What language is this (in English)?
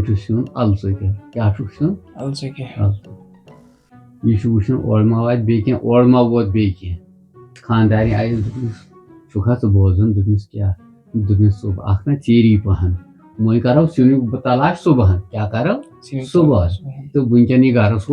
Kashmiri